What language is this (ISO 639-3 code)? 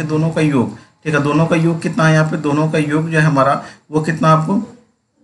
hin